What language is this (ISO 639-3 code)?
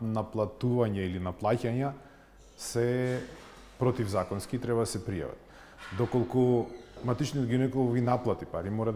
mkd